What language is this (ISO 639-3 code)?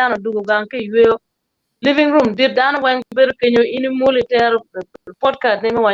ach